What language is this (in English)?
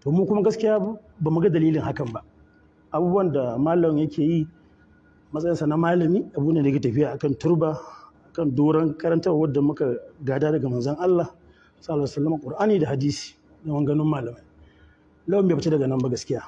Hausa